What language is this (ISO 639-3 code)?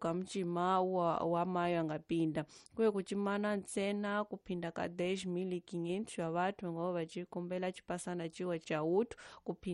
tso